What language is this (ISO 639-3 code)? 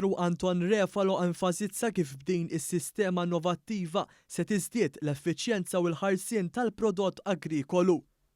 mlt